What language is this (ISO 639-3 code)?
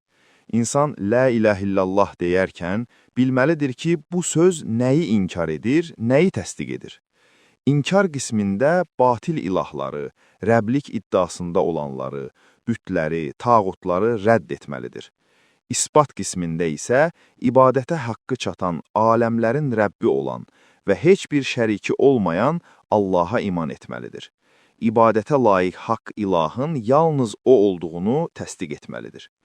aze